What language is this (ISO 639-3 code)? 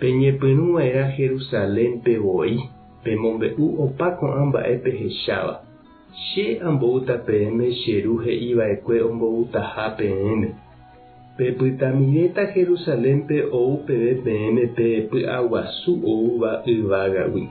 grn